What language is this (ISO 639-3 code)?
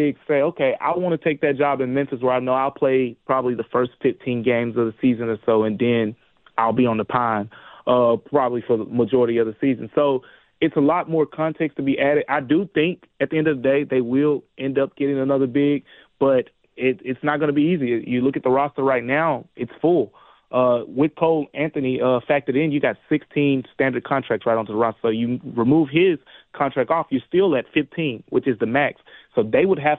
eng